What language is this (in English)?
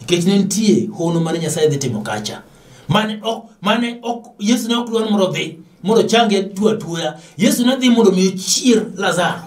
Luo (Kenya and Tanzania)